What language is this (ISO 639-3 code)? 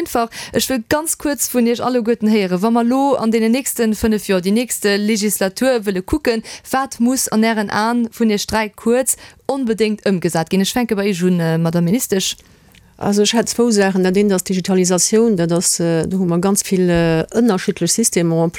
ltz